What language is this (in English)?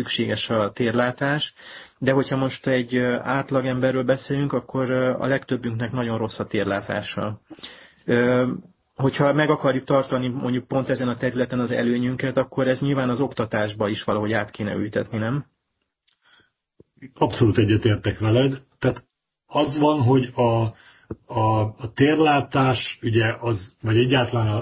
Hungarian